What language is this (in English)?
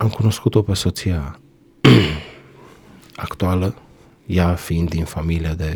Romanian